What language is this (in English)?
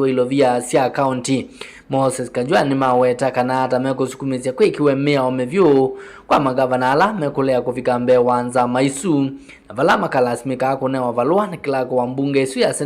Kamba